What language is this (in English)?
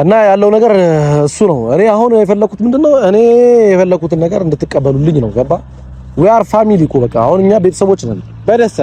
Amharic